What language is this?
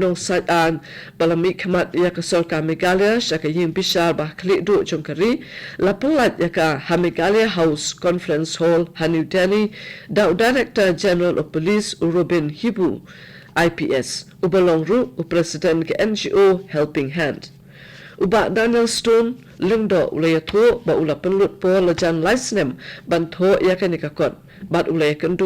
Khasi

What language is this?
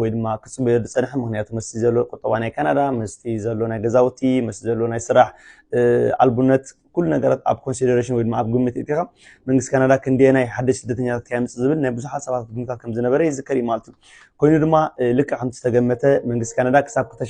Tigrinya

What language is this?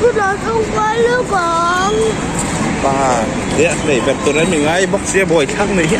Mizo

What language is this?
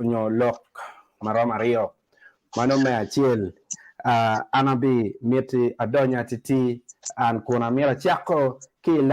Acoli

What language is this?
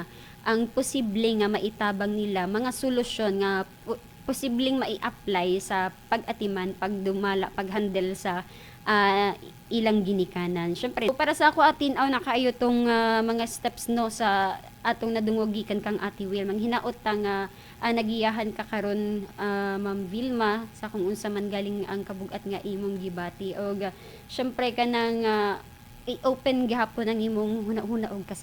Cebuano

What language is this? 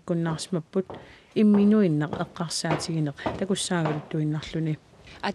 Kalaallisut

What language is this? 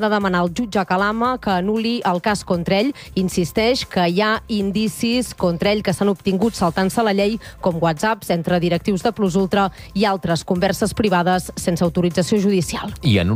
Catalan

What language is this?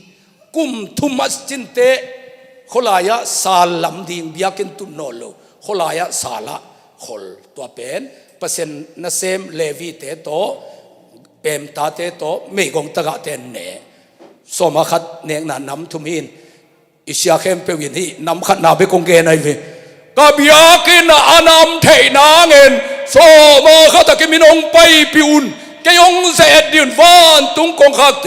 Tedim Chin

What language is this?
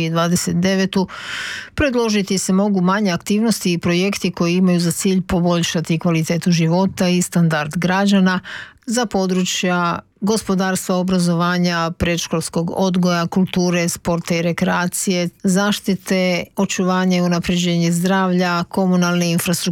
Croatian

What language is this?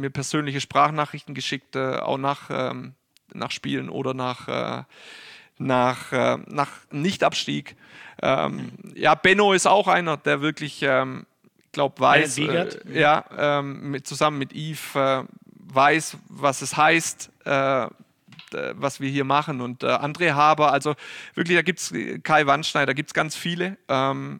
German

